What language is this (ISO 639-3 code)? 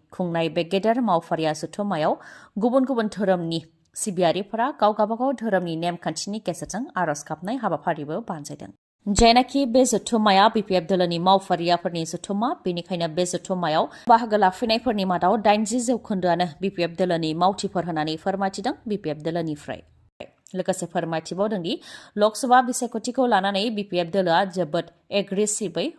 brx